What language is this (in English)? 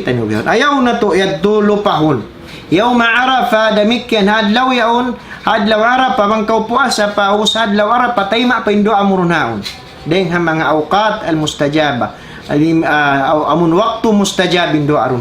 Tausug